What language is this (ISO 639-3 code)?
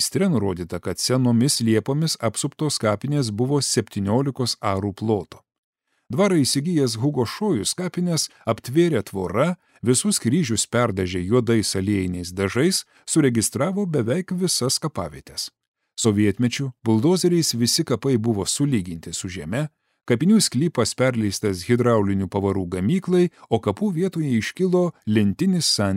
lit